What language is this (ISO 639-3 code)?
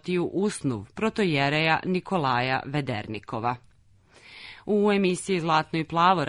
srp